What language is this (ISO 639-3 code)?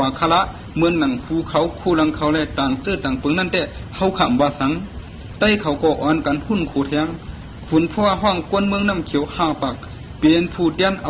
shn